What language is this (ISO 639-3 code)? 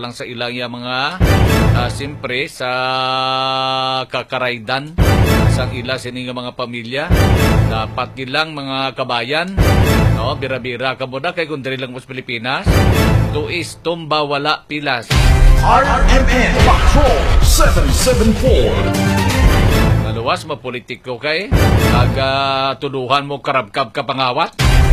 hil